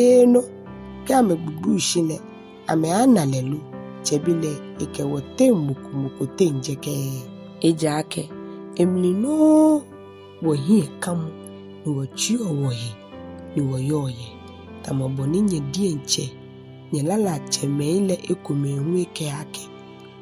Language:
Ga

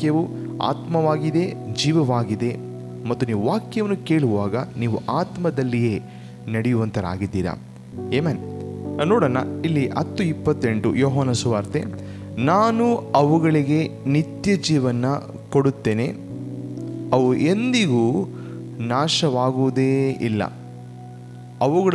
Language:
Kannada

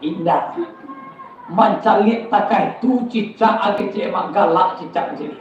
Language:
Minangkabau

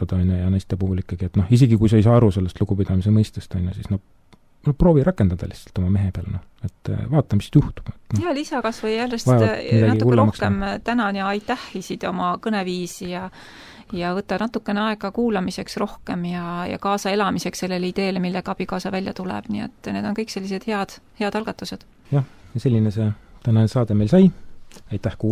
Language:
Estonian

